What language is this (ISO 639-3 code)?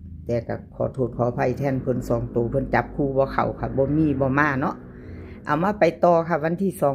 tts